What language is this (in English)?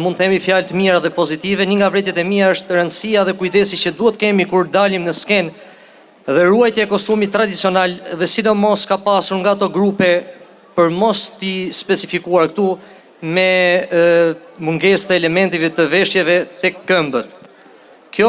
Albanian